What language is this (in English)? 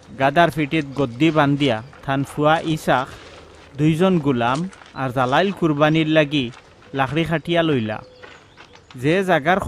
Sylheti